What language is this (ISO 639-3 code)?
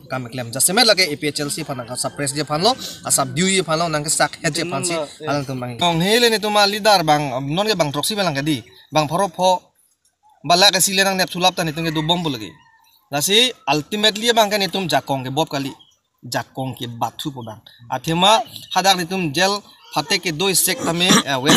mjw